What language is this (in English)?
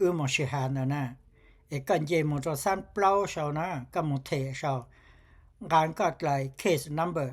Hmong